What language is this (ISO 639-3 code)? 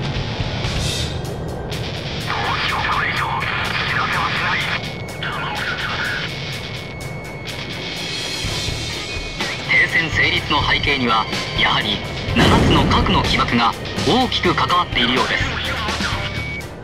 jpn